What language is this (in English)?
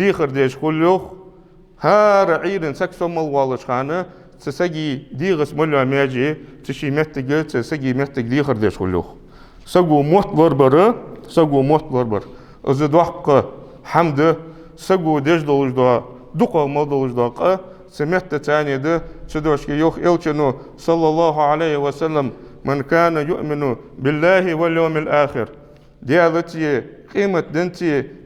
Ingush